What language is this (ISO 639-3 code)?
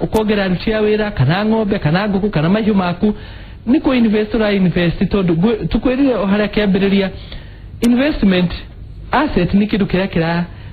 kik